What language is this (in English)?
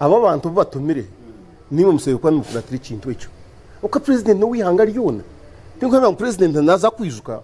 Nyankole